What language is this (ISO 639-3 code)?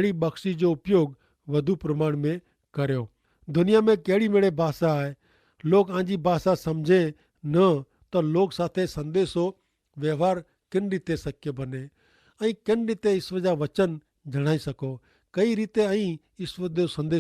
kfr